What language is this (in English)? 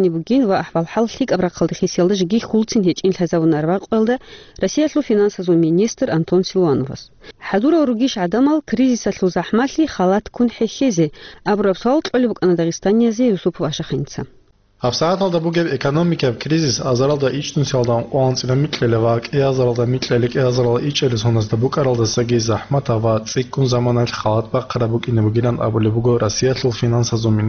Avaric